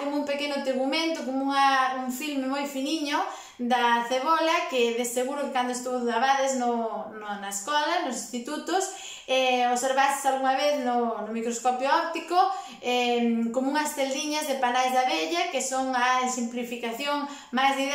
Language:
Galician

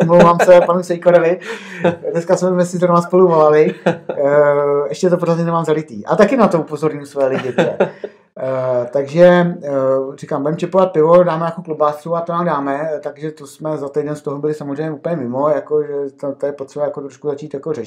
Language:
Czech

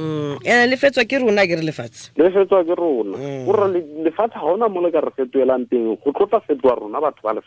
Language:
Tswana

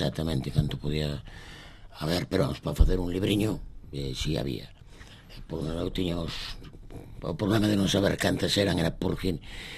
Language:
Galician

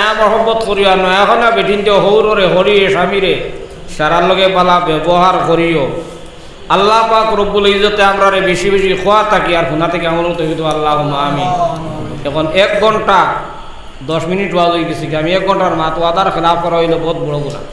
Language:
Sylheti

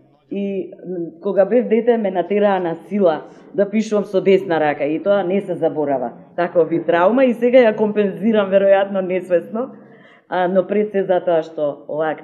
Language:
Macedonian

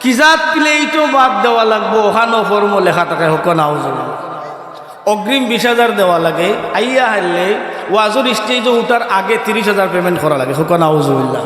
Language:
Sylheti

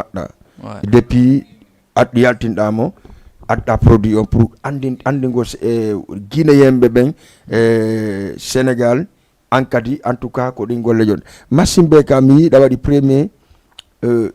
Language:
Fula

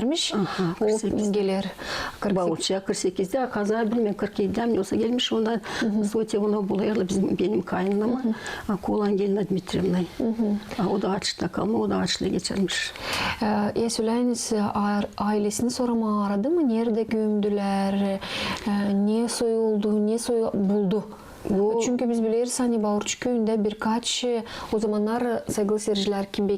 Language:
Gagauz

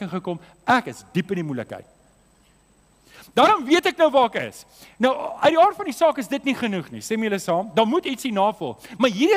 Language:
Afrikaans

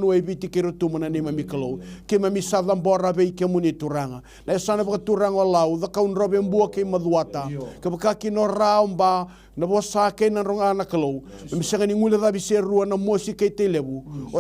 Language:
Fijian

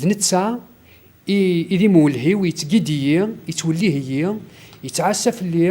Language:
Kabyle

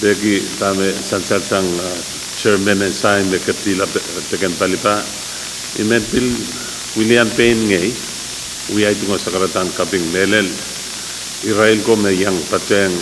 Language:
Pohnpeian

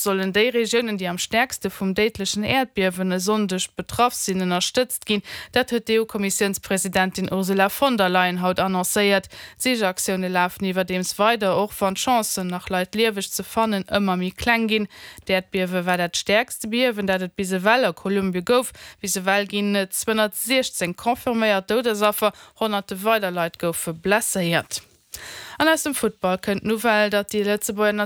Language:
Luxembourgish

